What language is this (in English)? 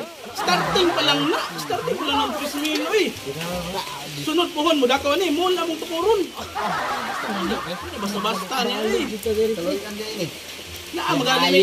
Cebuano